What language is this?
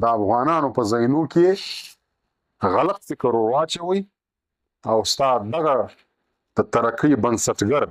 Pashto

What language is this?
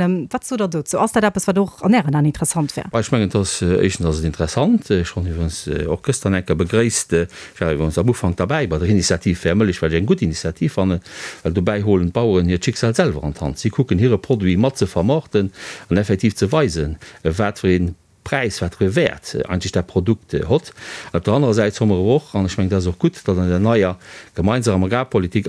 Luxembourgish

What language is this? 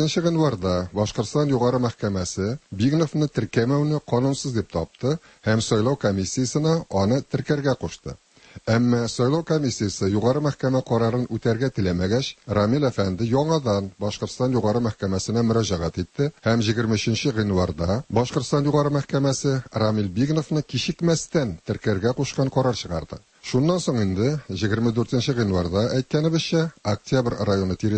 Tatar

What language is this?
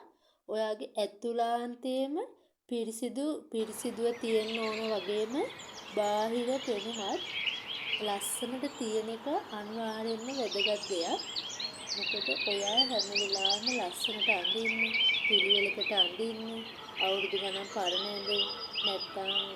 Sinhala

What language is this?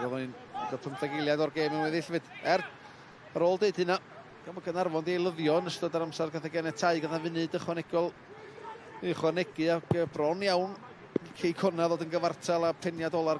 Welsh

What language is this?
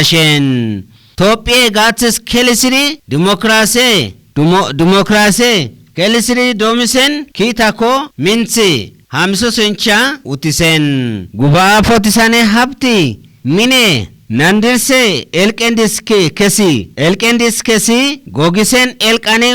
Kafa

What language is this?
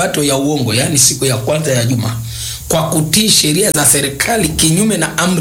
Swahili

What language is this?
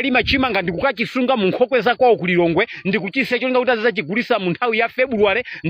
Nyanja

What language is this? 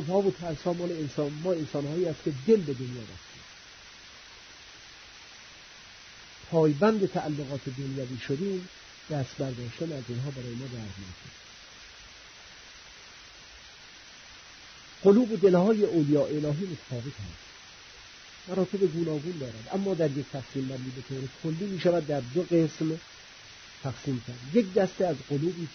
Persian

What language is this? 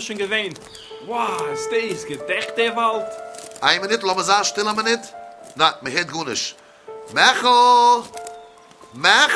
Yiddish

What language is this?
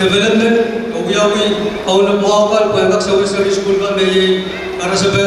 Pohnpeian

